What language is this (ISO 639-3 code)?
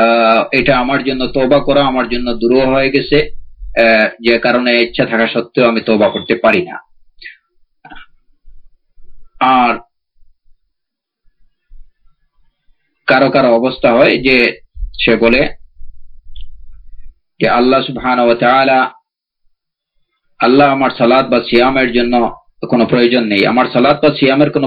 ben